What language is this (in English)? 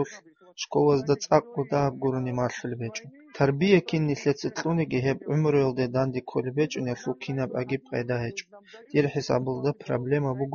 Avaric